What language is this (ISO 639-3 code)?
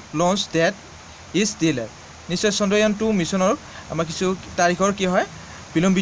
asm